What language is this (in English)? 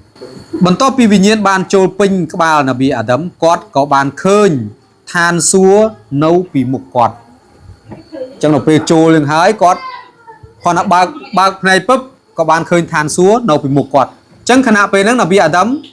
Khmer